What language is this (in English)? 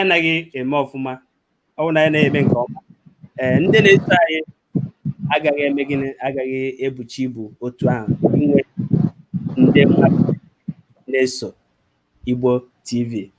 Igbo